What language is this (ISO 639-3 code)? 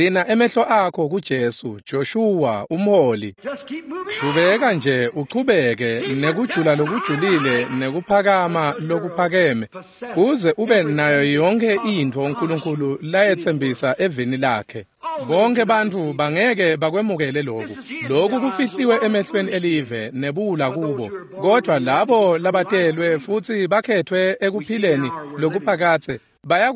ssw